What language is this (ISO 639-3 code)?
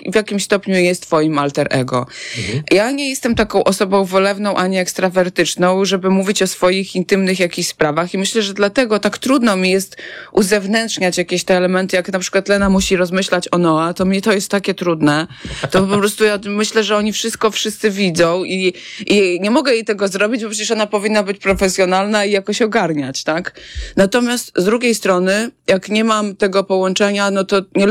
pol